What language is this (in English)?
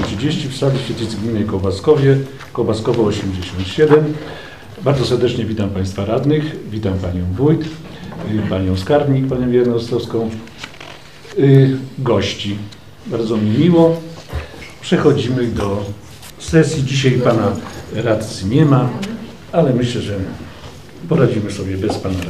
Polish